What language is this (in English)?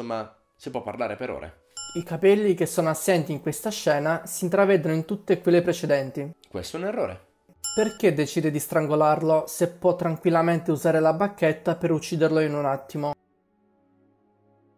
Italian